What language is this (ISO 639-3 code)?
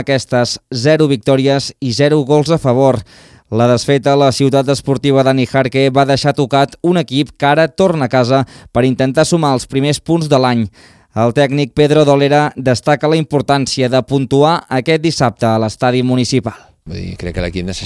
cat